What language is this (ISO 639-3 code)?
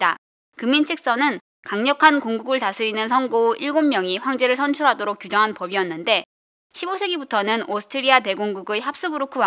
kor